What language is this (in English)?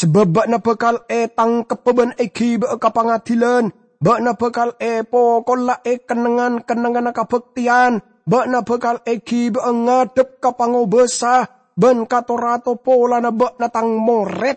Madurese